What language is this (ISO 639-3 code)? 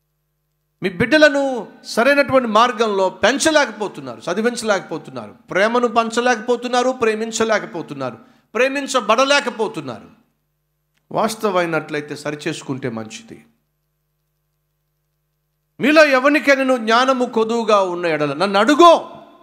tel